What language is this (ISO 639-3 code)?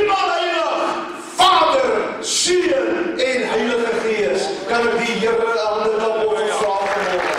afr